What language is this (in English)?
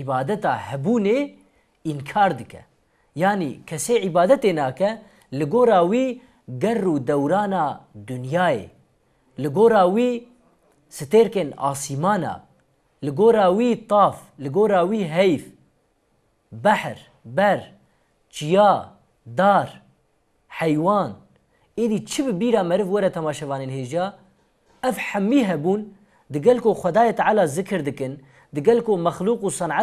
Kurdish